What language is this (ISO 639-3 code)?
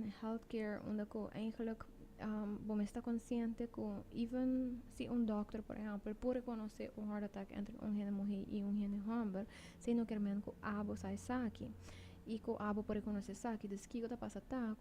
pap